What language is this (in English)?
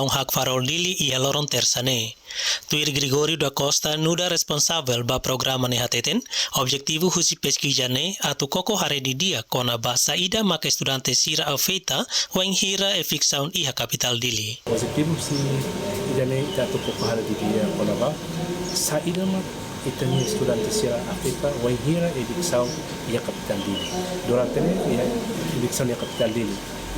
Tetum